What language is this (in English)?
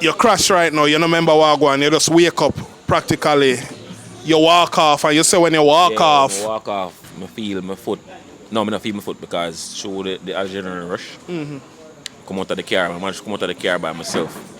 Jamaican Creole English